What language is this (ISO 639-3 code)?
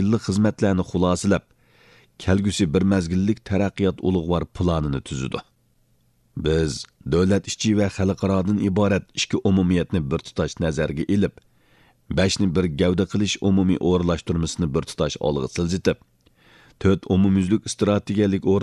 uig